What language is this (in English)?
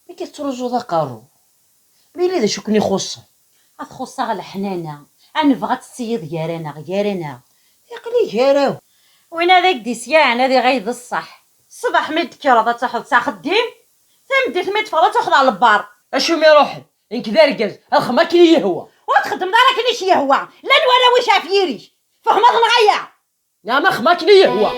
Kabyle